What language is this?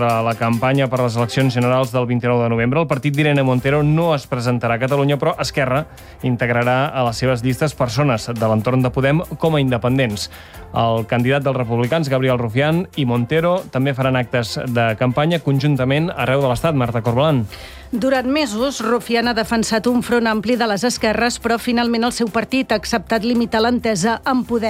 Catalan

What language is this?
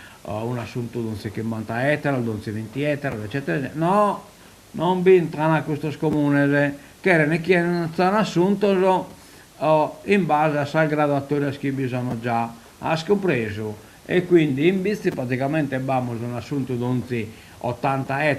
Sardinian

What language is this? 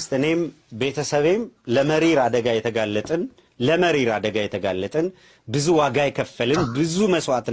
Amharic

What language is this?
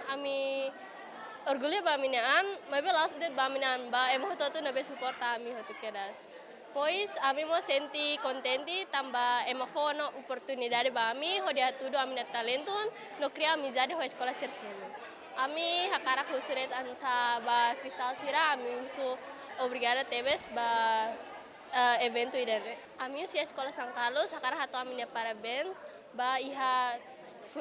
Tetum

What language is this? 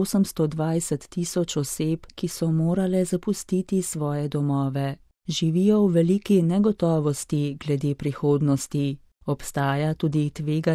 Slovenian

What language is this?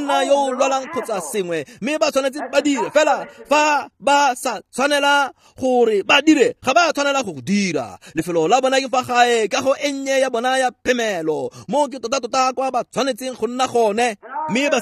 Tswana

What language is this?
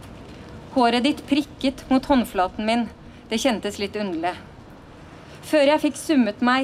Norwegian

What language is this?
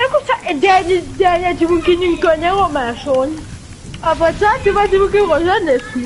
Morisyen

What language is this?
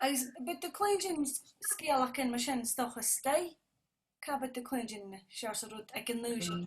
Scottish Gaelic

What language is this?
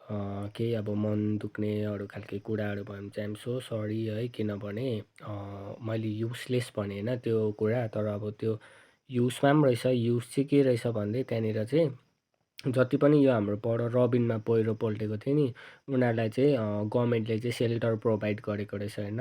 Nepali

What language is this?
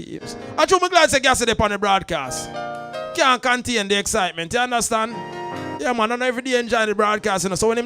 Jamaican Creole English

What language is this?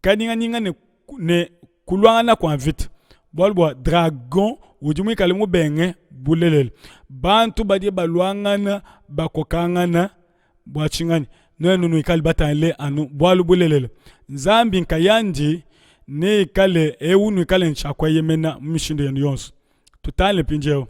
Luba-Lulua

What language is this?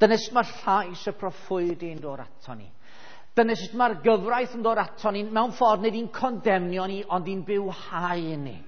Welsh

